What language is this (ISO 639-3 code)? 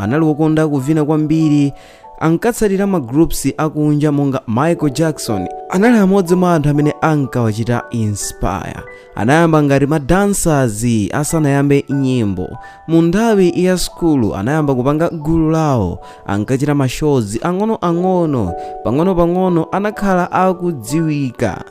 nya